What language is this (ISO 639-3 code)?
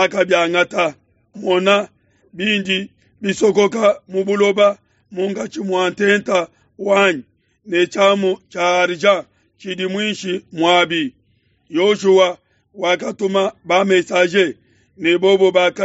lua